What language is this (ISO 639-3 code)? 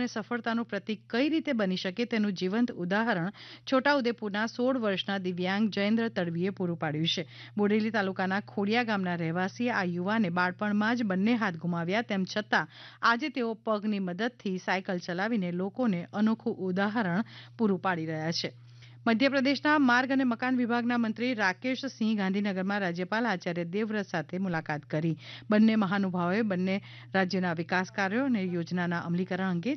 guj